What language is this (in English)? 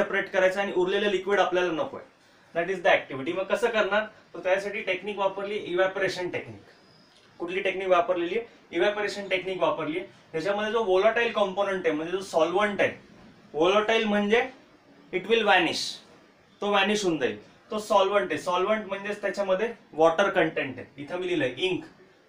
Marathi